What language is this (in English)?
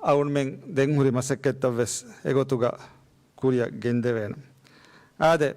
Divehi